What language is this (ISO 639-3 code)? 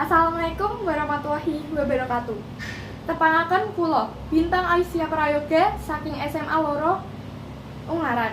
jav